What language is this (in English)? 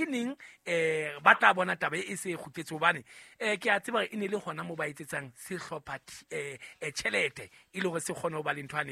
Southern Sotho